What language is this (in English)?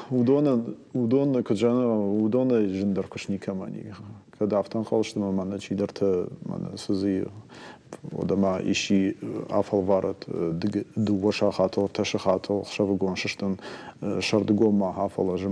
Ossetic